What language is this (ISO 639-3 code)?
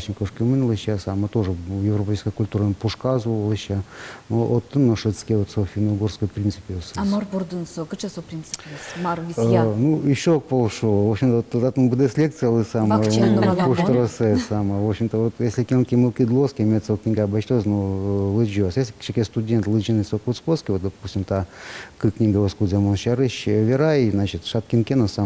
udm